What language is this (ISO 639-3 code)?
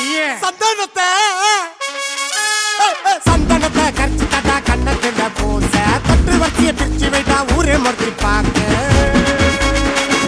tam